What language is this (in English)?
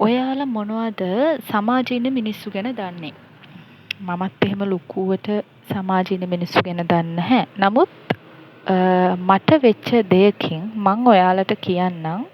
Sinhala